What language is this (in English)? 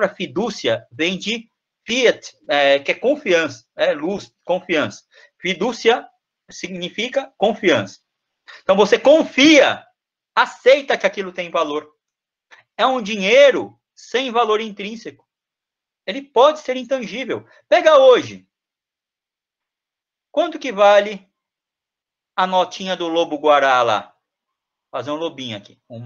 Portuguese